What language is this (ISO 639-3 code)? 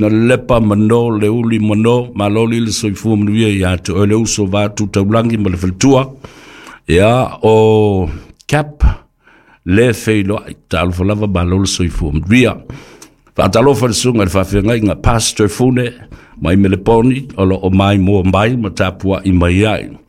smo